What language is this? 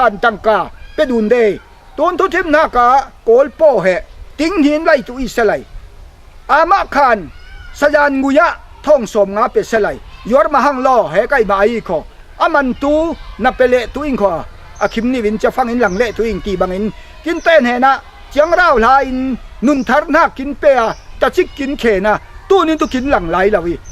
Falam Chin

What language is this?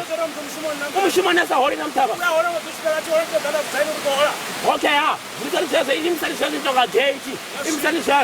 Venda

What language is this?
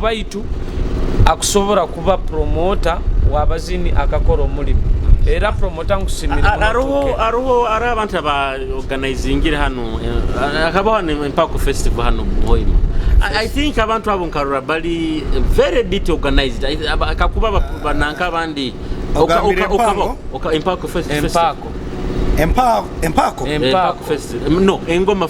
Nyoro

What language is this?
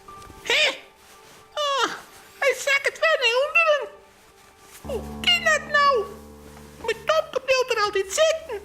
Western Frisian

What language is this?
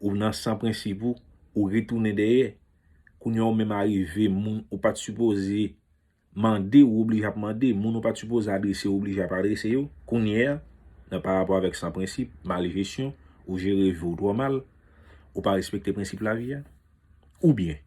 Haitian Creole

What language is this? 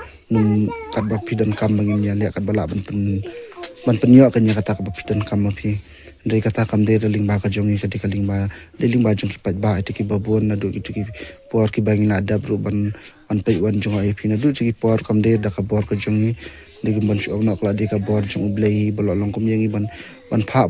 Khasi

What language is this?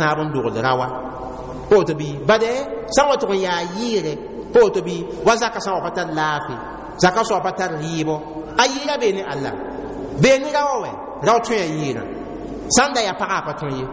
Mossi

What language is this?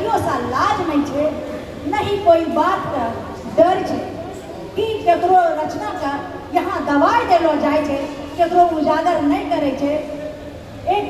Angika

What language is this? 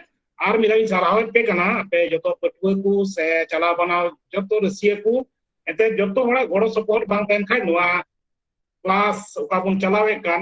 Santali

